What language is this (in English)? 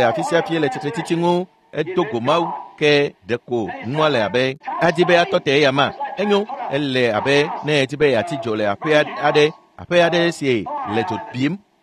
Ewe